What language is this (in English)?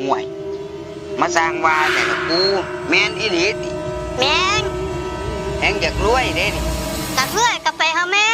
Northeastern Thai